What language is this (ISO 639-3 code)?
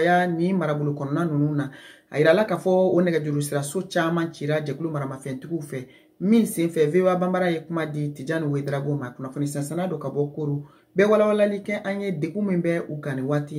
bam